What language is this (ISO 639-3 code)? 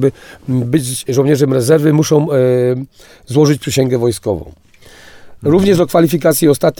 pol